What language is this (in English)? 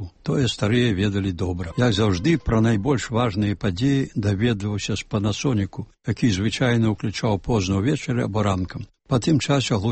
Belarusian